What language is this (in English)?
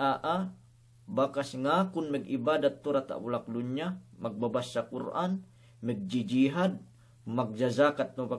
Yakan